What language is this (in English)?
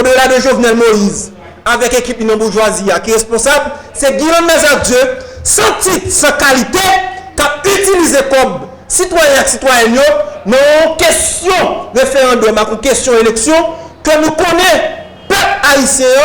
Haitian Creole